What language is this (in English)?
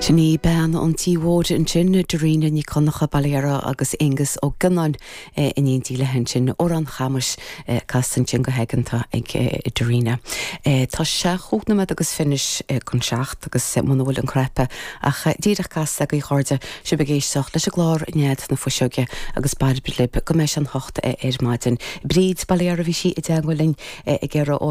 Irish